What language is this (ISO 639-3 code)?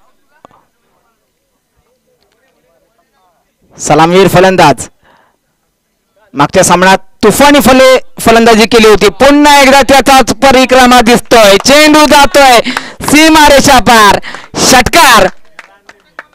mar